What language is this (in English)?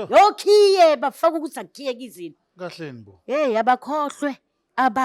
Zulu